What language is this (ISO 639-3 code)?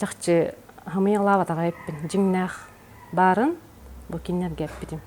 sah